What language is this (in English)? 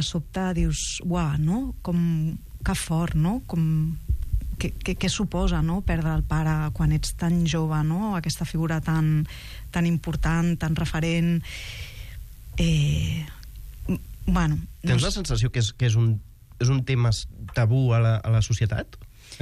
Catalan